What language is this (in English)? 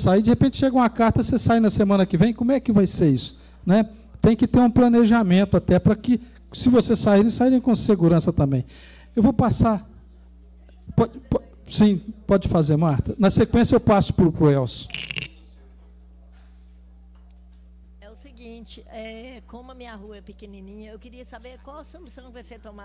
Portuguese